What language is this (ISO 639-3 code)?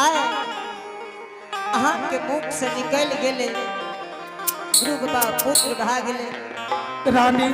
anp